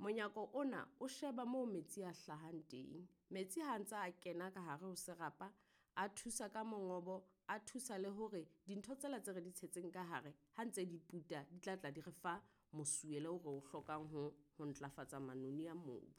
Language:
Southern Sotho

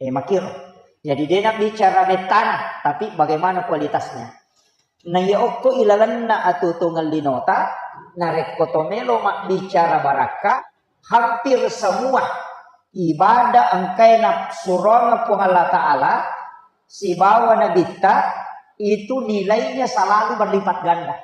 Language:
Buginese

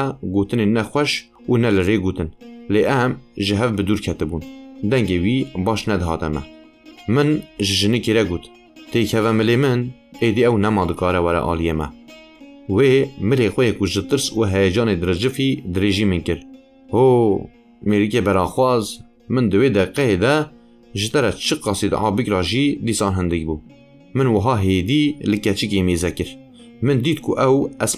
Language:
Kurdish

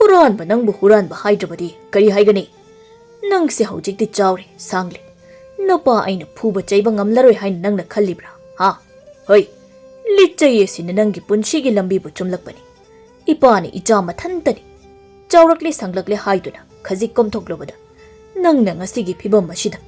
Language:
Manipuri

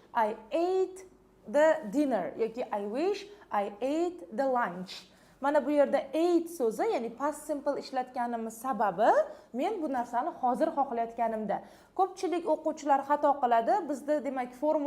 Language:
Uzbek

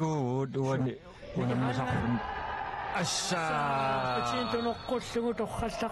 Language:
Kalaallisut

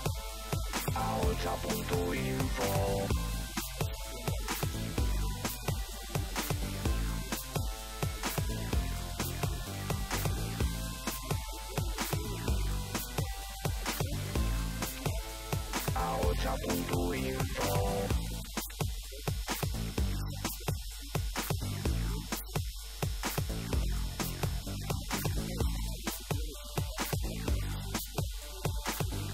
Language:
Basque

